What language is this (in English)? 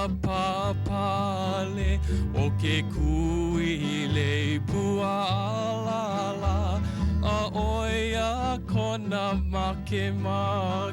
Hawaiian